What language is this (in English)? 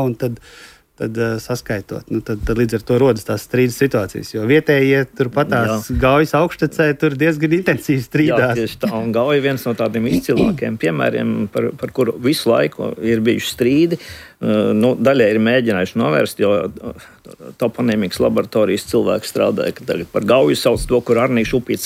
Latvian